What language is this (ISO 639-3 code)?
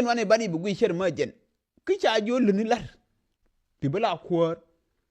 nus